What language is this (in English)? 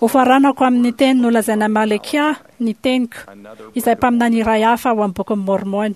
Malagasy